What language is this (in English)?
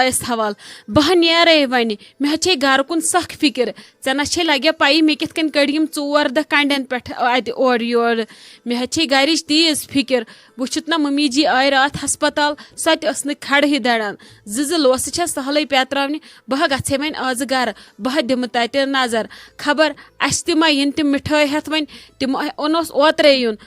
Kashmiri